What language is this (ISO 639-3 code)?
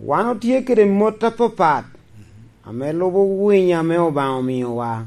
laj